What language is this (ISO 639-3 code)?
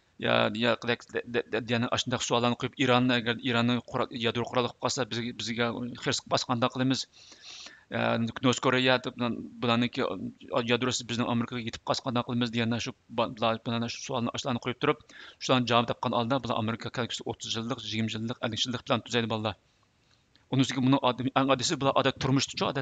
uig